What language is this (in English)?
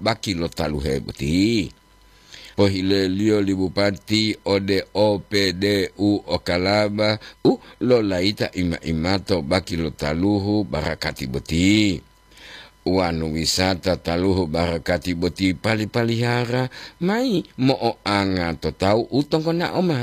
Gorontalo